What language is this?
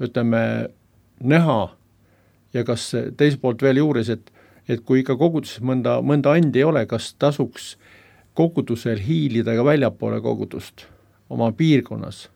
Estonian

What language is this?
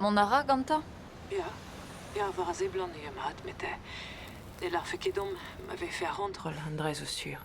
Breton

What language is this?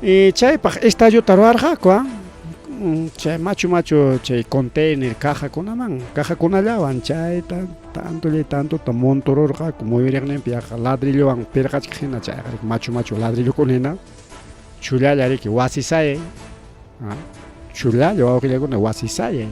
Ayacucho Quechua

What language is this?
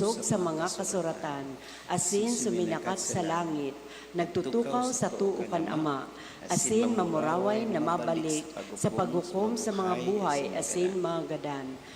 Bikol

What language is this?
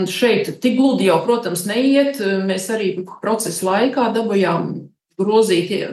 Latvian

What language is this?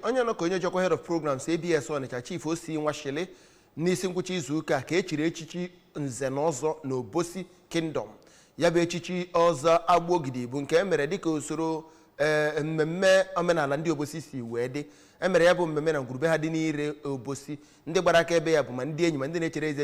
Igbo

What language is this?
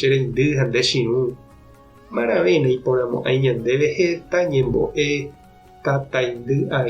Guarani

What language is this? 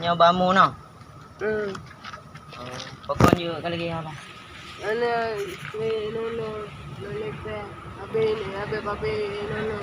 Achinese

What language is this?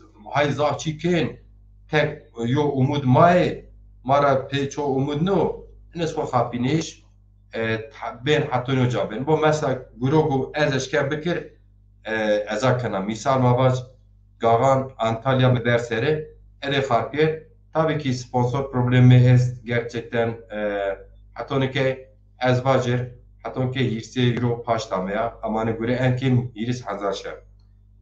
Zaza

